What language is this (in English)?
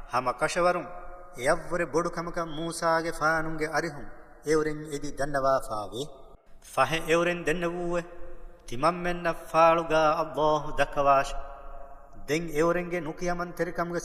Divehi